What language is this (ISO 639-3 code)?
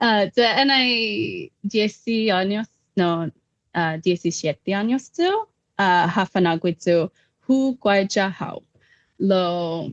cha